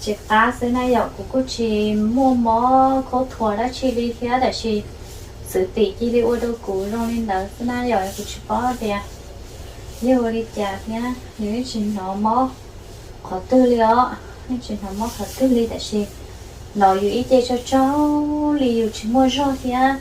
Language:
Hmong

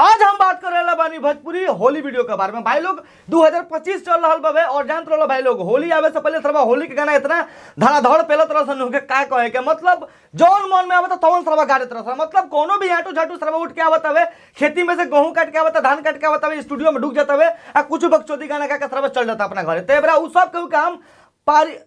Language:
Bhojpuri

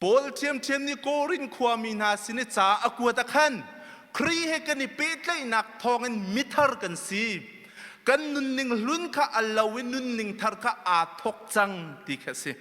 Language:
Hakha Chin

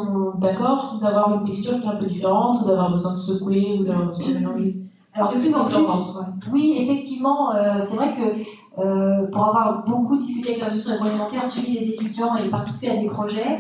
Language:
French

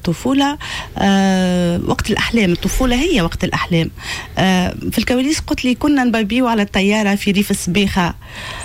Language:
Tunisian Arabic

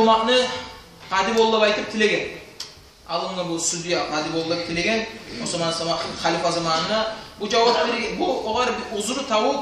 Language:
Kumyk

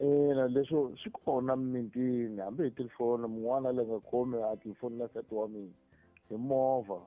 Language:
Tsonga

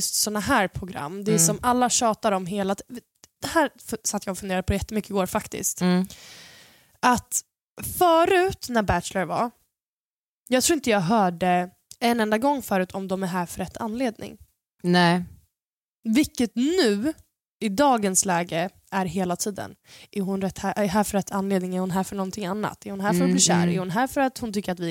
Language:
Swedish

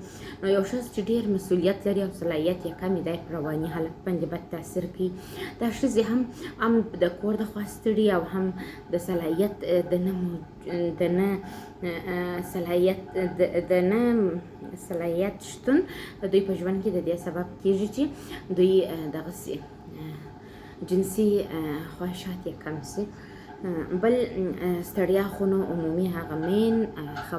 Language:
Pashto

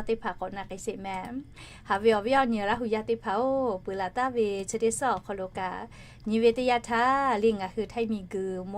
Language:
Lahu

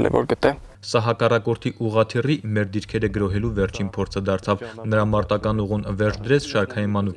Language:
Armenian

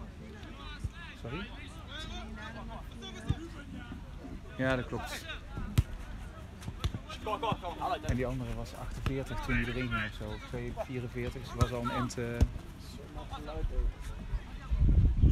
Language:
Dutch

